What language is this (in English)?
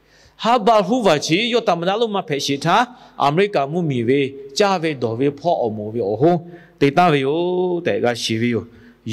Lahu